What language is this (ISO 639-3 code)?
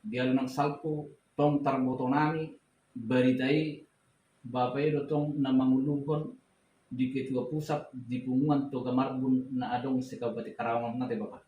bbc